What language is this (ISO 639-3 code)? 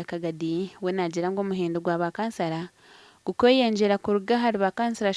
nyn